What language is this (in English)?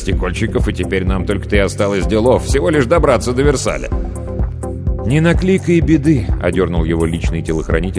Russian